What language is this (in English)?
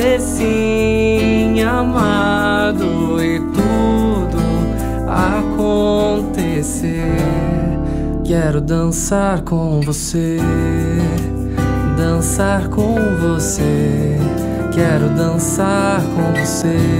Portuguese